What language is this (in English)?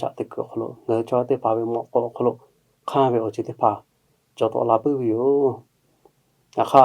Lahu